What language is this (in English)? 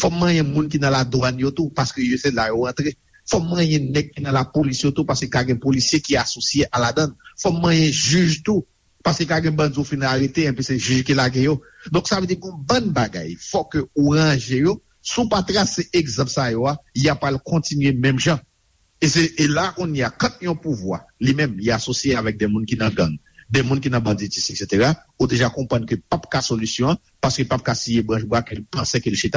Haitian Creole